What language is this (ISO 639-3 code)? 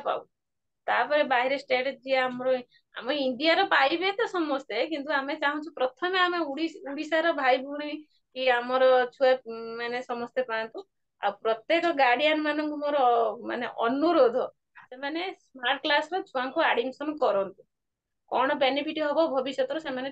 ori